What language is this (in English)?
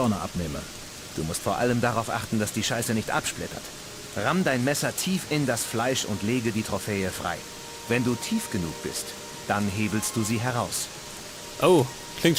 Bavarian